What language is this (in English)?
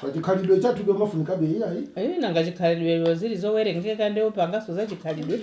Nyanja